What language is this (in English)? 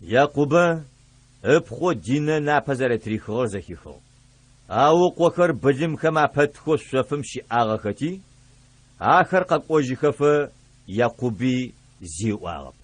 Adyghe